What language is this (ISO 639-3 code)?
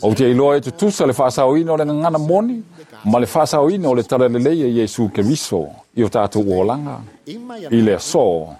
smo